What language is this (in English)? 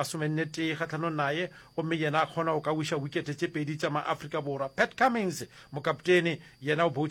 Northern Sotho